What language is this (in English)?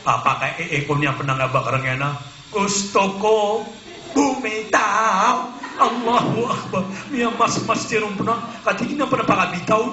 Maranao